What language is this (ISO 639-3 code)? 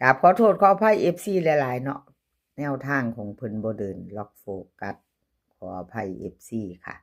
lao